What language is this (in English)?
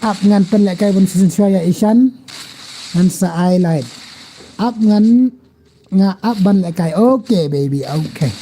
Khasi